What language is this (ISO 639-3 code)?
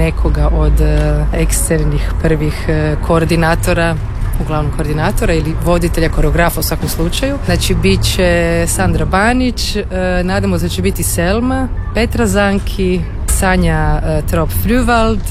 hrv